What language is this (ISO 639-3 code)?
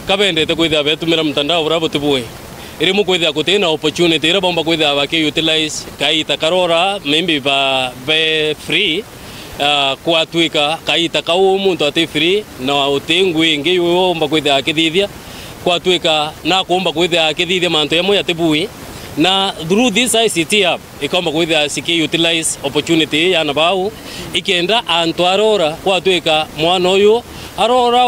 mer